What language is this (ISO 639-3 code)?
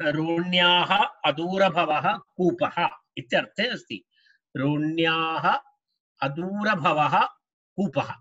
san